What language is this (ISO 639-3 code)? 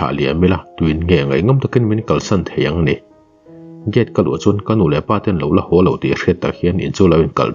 lus